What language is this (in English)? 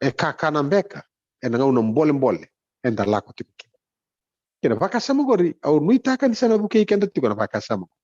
Fijian